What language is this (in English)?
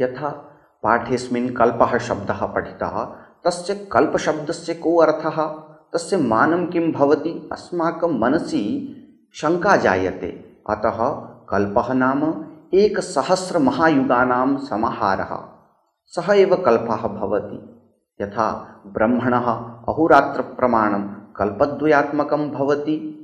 Sanskrit